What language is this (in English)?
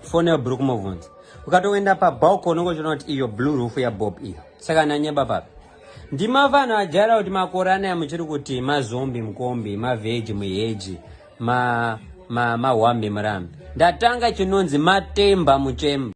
Shona